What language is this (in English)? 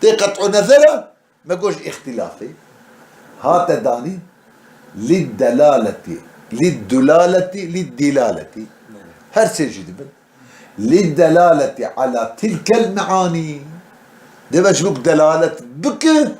Kurdish